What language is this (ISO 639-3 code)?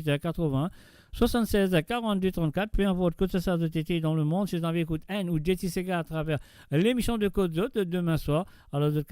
mfe